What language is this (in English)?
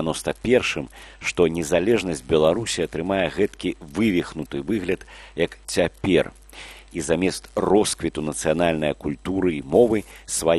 Belarusian